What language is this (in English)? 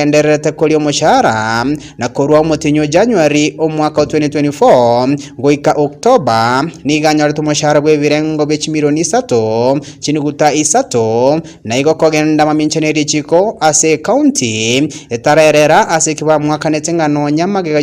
Gusii